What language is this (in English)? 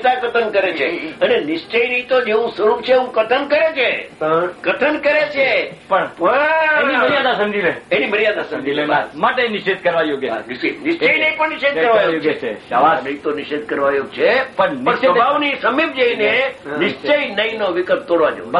Gujarati